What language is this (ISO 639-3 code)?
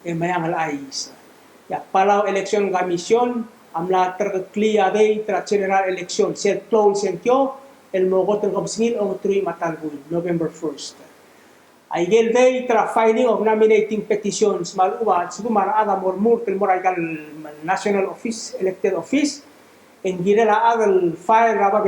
pau